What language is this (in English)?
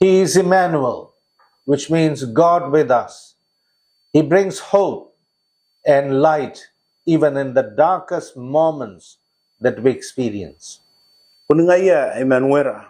Gilbertese